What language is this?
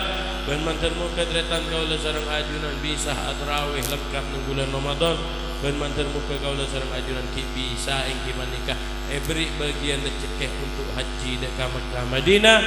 Madurese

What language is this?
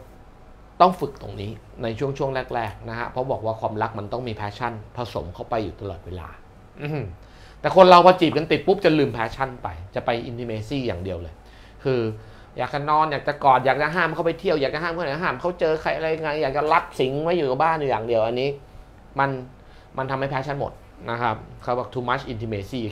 Thai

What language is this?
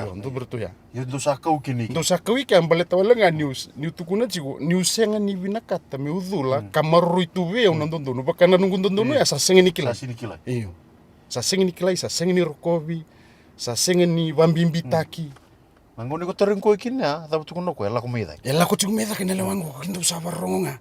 Fijian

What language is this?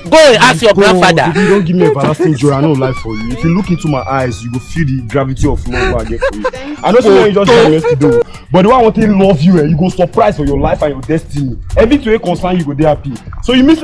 Nigerian Pidgin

